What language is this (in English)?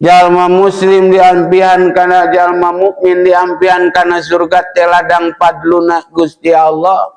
Sundanese